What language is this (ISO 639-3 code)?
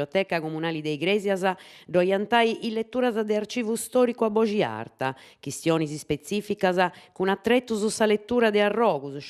srd